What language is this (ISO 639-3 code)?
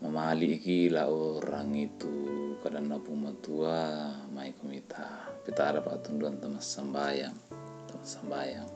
sda